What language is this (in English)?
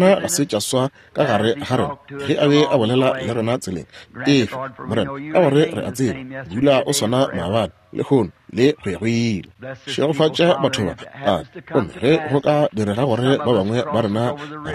Northern Sotho